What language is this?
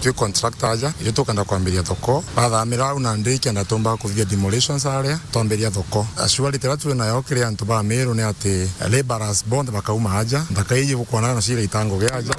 Meru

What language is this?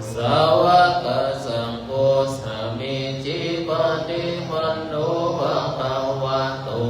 Pali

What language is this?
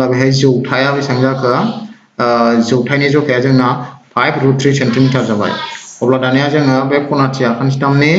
Bodo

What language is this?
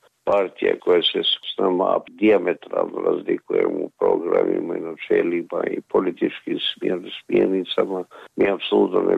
Croatian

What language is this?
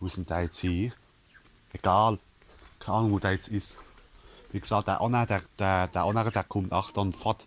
Palatine German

